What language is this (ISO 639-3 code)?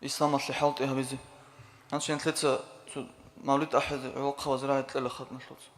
ava